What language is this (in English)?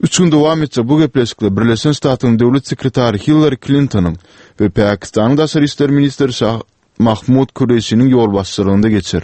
Turkmen